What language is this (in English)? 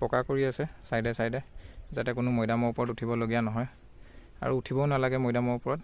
Assamese